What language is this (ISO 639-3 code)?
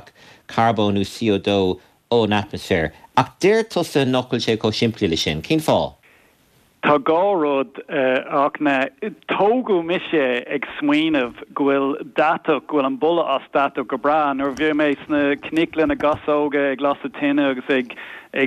gle